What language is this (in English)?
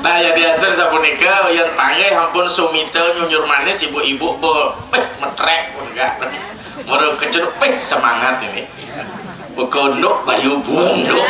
Balinese